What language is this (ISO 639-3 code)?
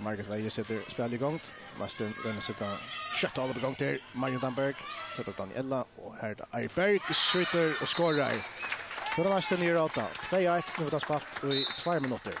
fao